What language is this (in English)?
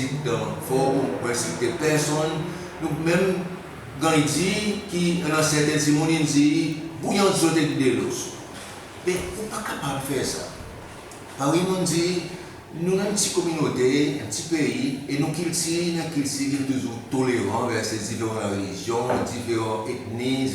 Seselwa Creole French